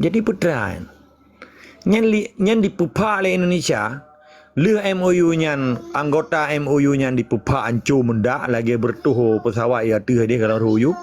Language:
Achinese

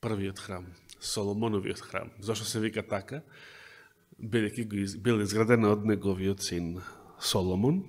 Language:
Macedonian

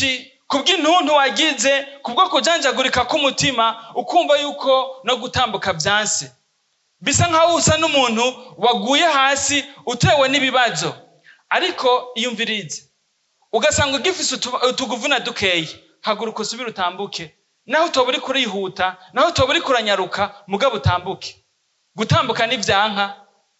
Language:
Rundi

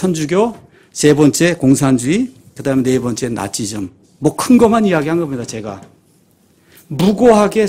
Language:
Korean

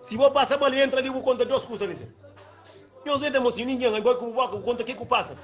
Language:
Kabuverdianu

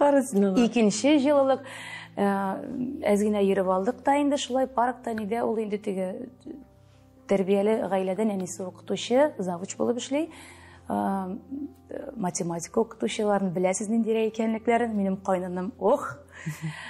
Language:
Tatar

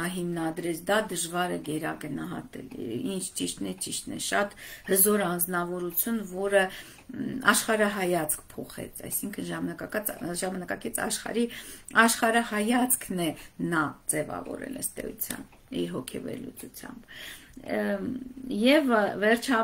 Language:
Armenian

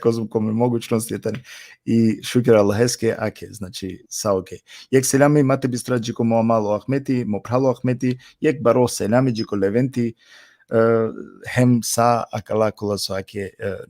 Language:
Balkan Romani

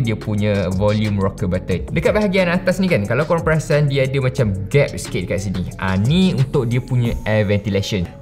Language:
Malay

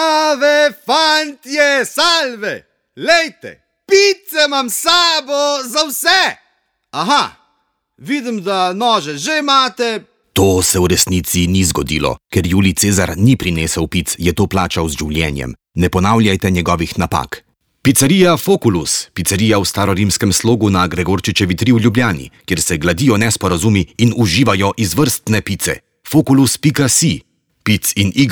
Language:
Slovenian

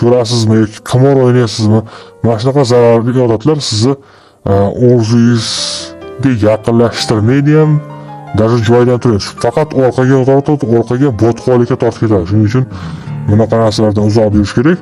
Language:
Uzbek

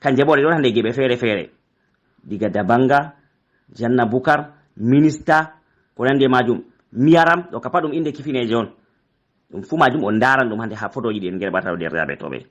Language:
Fula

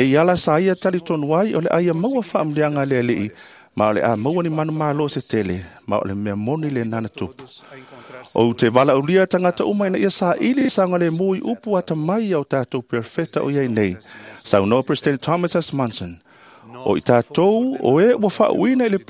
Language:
Samoan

